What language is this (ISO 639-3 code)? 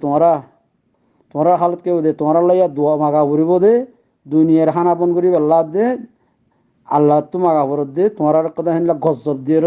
rhg